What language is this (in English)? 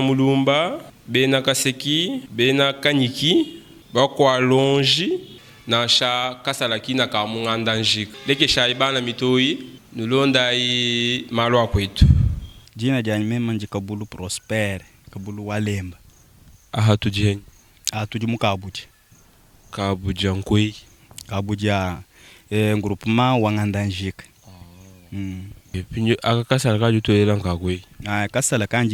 Luba-Lulua